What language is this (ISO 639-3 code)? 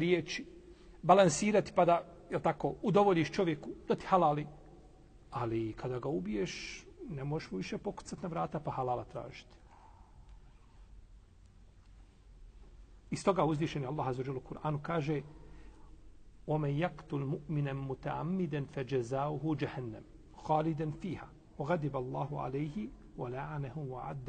bos